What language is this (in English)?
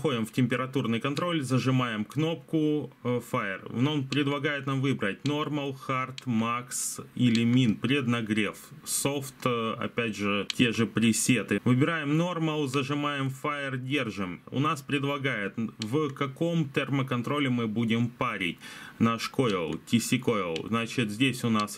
Russian